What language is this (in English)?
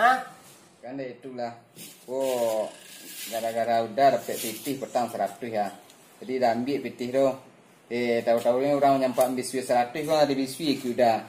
Minangkabau